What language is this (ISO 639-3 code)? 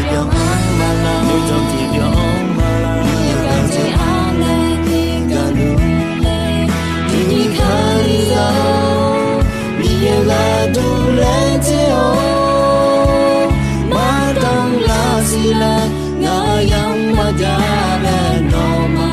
ahk